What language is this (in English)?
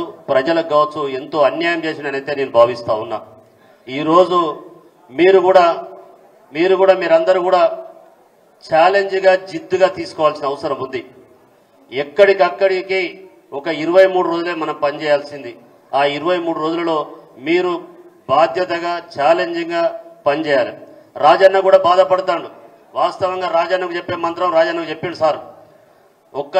Telugu